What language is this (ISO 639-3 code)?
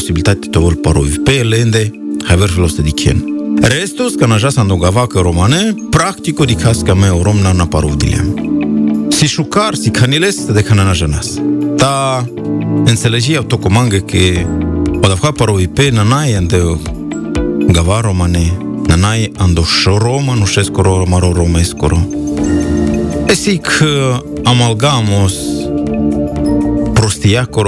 ron